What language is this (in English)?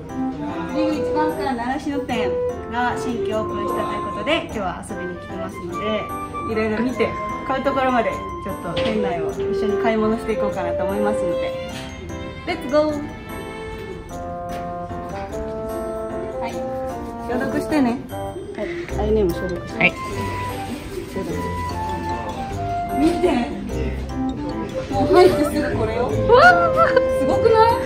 Japanese